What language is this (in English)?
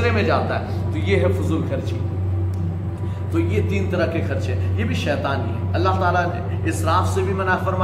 Urdu